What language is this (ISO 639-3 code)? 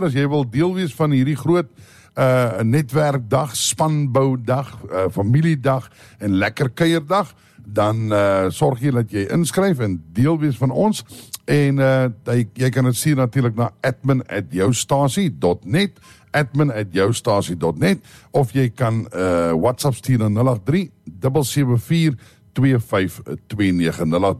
afr